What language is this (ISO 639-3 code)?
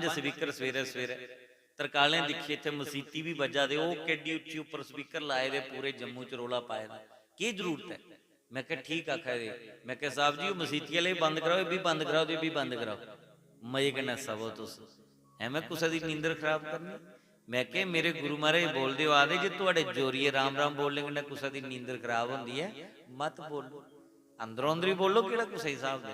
doi